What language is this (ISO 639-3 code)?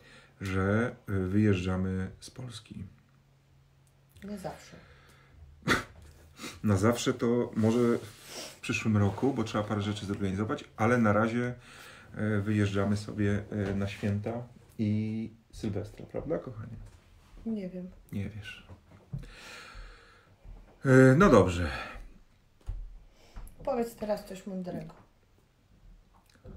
pol